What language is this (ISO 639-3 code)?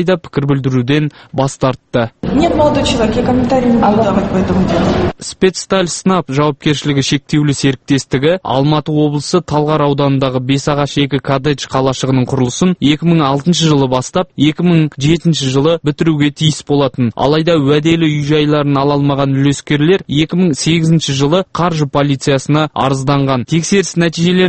kaz